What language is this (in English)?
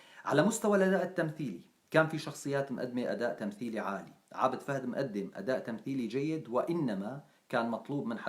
North Levantine Arabic